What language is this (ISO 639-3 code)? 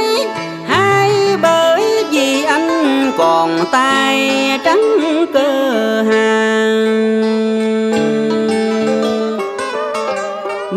vie